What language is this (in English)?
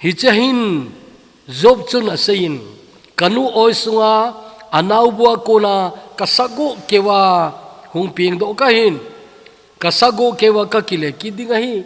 Thado Chin